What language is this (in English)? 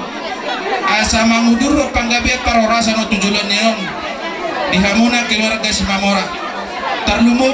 Batak Toba